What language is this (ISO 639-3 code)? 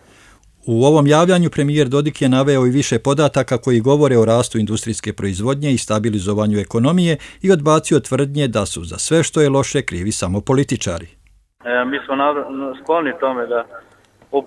hrv